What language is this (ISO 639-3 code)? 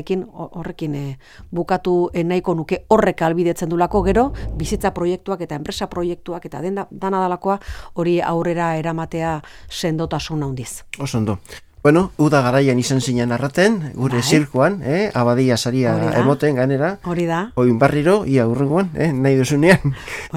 eus